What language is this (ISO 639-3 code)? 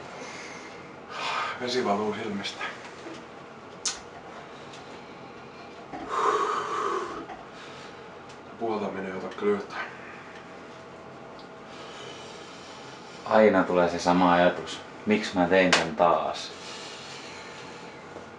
fin